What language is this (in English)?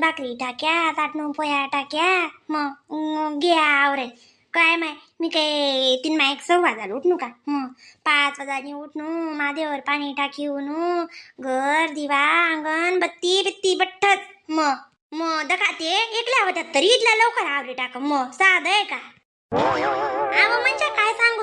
Khandesi